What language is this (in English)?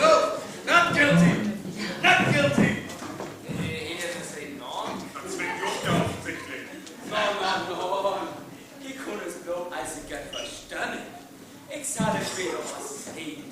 Northern Frisian